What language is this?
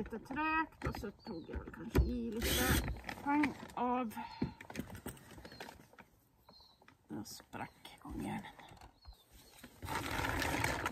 Swedish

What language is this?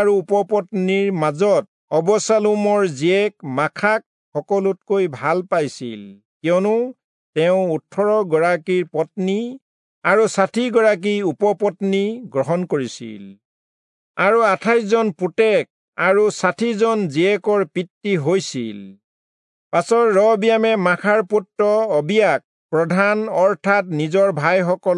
Assamese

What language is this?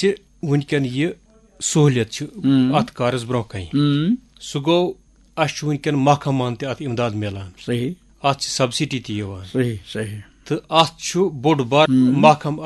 Kashmiri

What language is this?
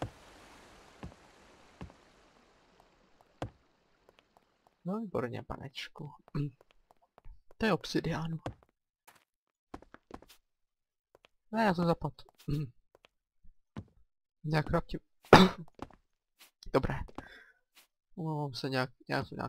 Czech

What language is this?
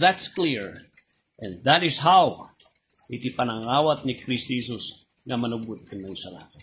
Iloko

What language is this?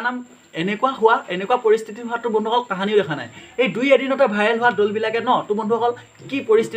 Assamese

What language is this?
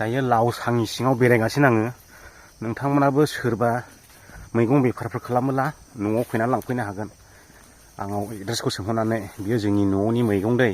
Bodo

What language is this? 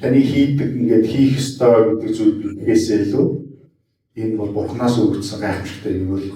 Mongolian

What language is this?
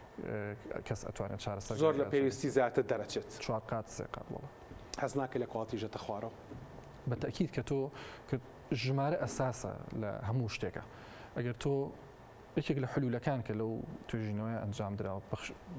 Central Kurdish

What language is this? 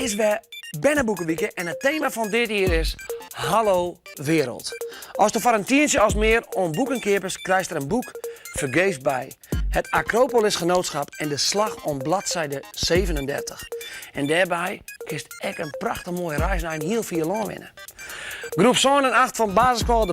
Western Frisian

